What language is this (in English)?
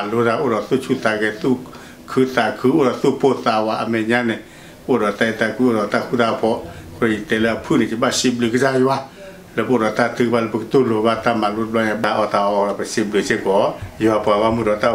S'gaw Karen